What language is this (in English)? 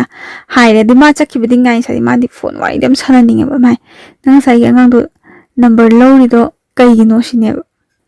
Manipuri